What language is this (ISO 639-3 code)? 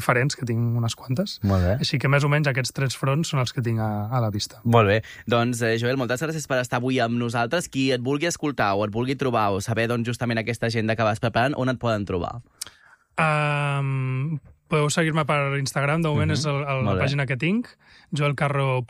cat